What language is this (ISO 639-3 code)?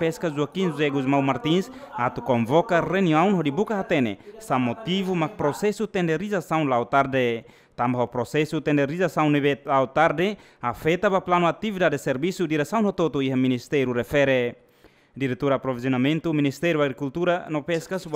tet